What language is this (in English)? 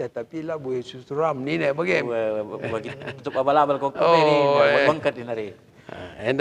Batak Karo